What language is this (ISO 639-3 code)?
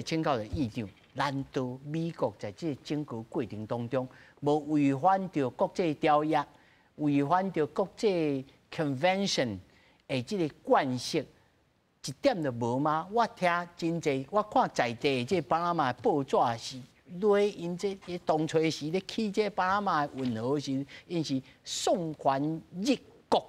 nan